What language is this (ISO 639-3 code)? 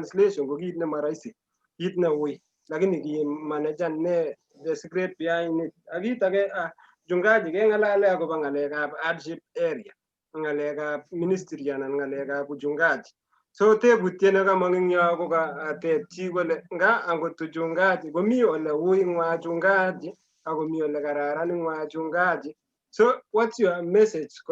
kln